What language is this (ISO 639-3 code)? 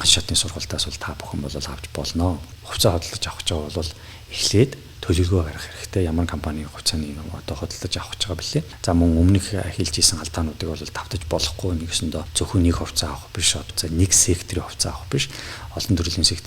mon